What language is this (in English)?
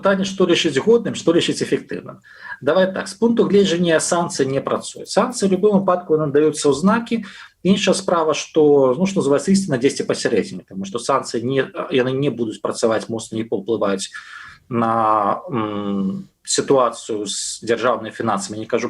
Belarusian